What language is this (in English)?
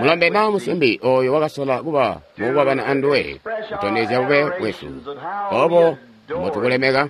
Tonga (Zambia)